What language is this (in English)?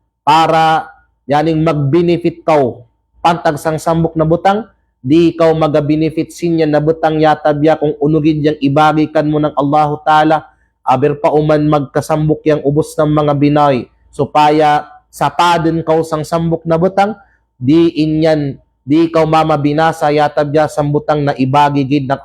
Kalagan